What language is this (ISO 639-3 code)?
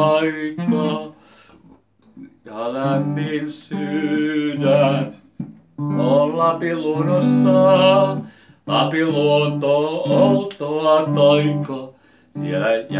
fin